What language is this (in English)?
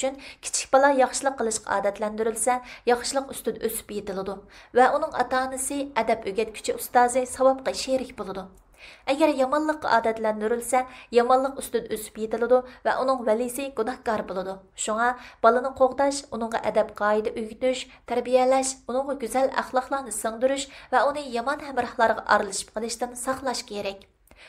Uyghur